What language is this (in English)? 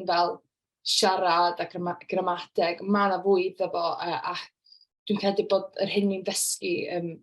Welsh